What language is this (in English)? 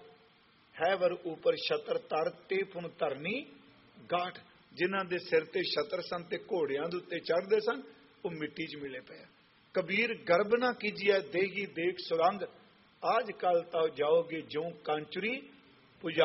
Punjabi